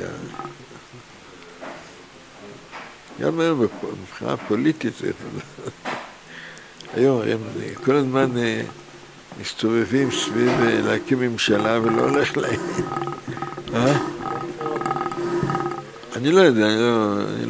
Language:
Hebrew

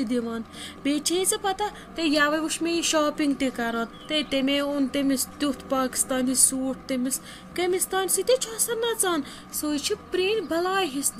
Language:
Kashmiri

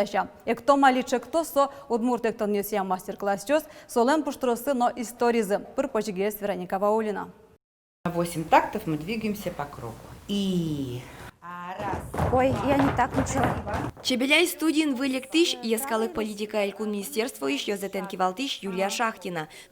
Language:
Udmurt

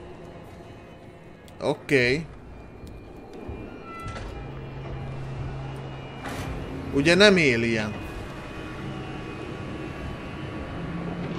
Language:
Hungarian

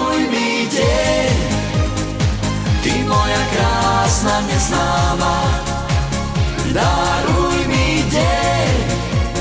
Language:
Slovak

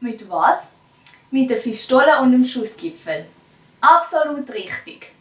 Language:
Swiss German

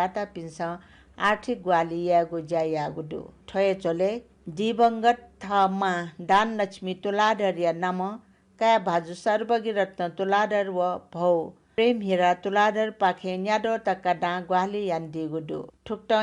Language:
Newari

